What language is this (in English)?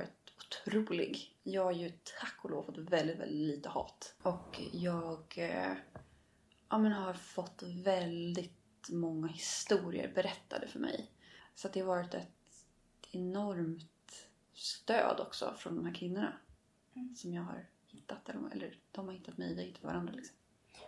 Swedish